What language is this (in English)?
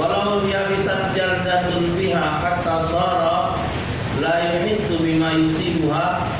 Musi